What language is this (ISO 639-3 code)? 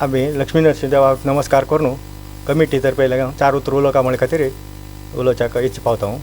kok